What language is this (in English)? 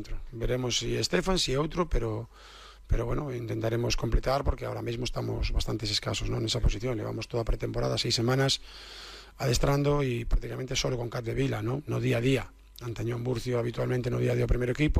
Galician